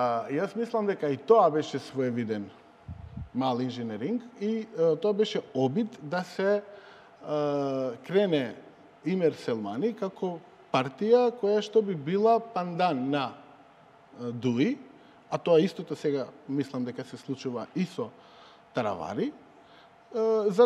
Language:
Macedonian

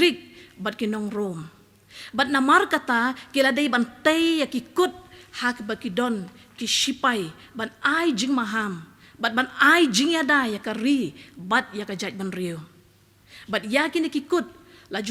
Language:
Khasi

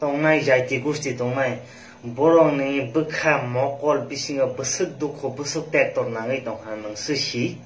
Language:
Kok Borok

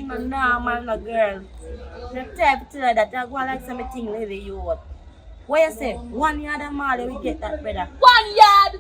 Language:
Jamaican Creole English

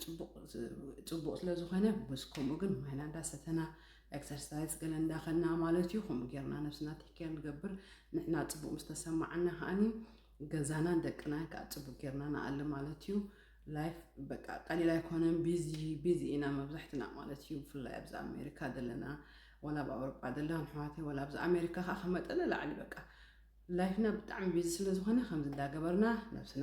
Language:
Tigrinya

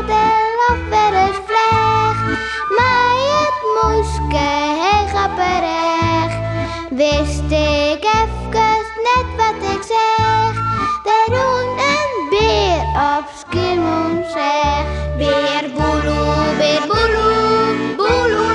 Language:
Western Frisian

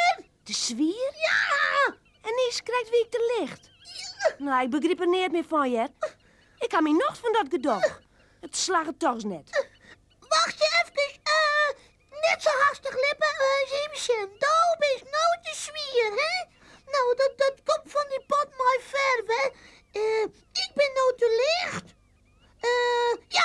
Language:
Western Frisian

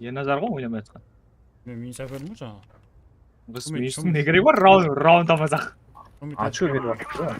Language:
Kara-Kalpak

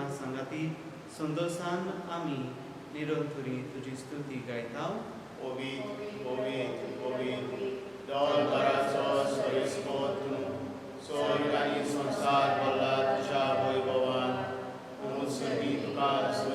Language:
Konkani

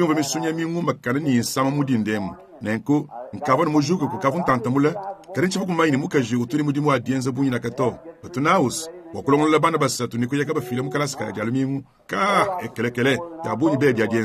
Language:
Luba-Lulua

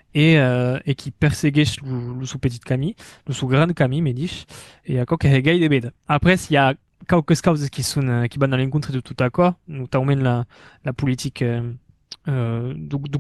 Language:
Occitan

